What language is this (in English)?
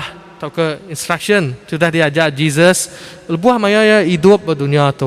Iban